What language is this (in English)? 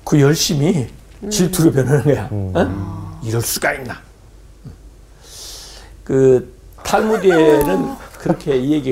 Korean